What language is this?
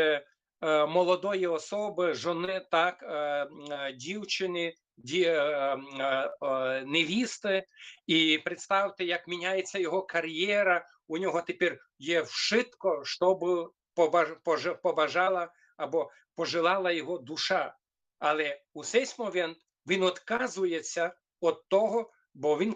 Rusyn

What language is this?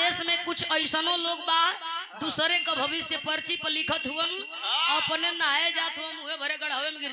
Bhojpuri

